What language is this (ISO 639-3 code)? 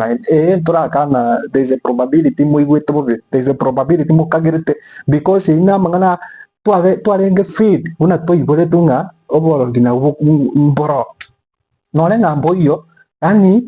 guz